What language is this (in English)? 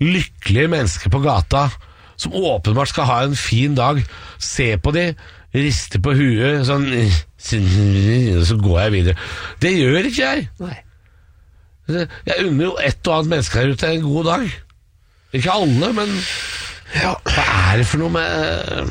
Norwegian